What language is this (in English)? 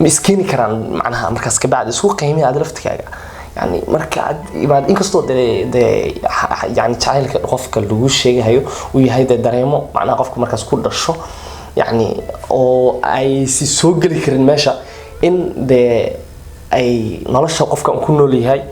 Somali